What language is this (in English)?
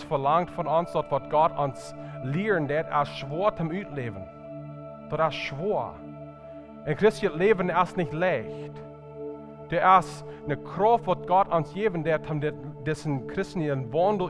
Plautdietsch